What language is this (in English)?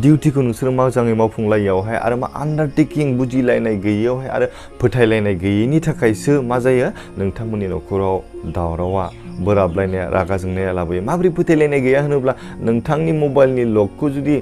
Bodo